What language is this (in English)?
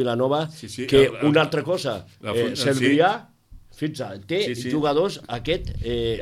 Catalan